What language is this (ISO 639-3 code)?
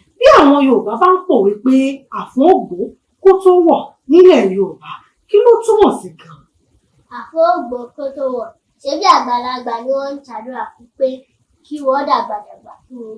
yor